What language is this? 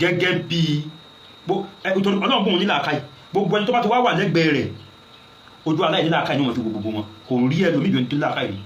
Yoruba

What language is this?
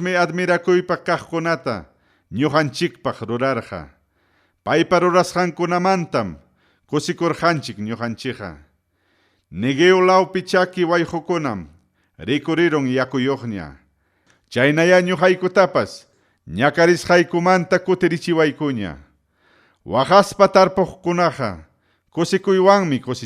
Ayacucho Quechua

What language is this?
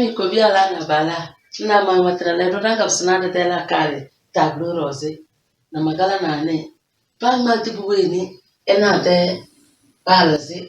Tem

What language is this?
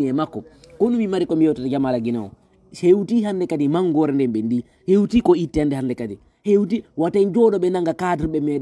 Fula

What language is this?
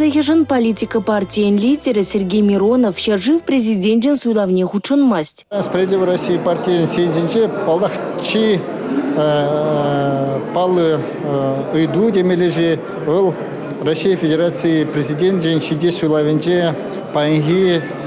Chuvash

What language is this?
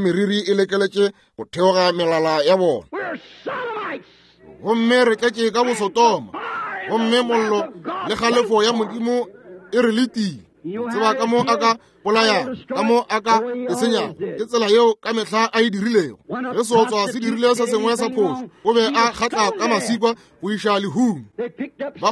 Northern Sotho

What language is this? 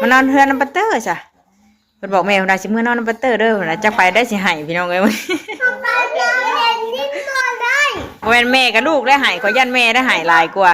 Northeastern Thai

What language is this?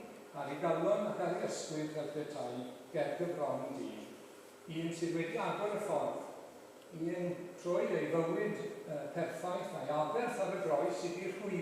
Welsh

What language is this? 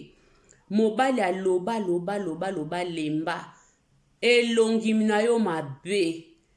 Lingala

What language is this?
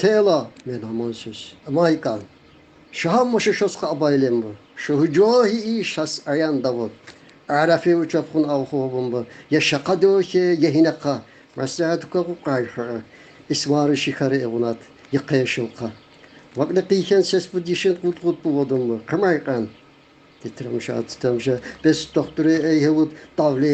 Tsakhur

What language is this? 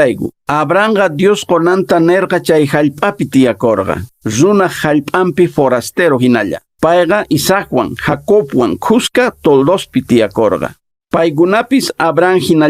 Quechua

